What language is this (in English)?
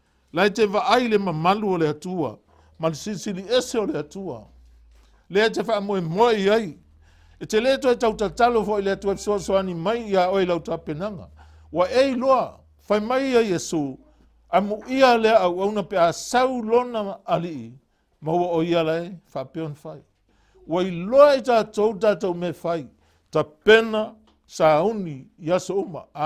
Samoan